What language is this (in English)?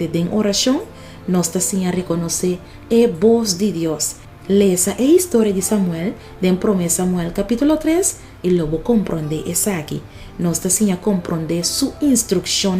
Papiamento